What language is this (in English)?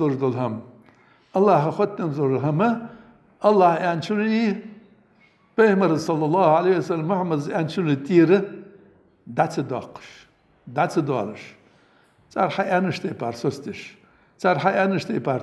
Ingush